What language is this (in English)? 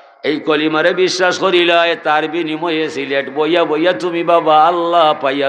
Sylheti